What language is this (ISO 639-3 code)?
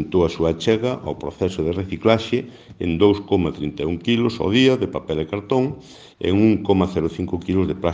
glg